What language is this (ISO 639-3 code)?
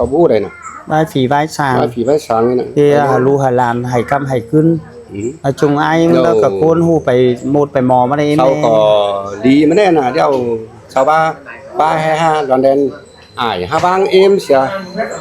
lao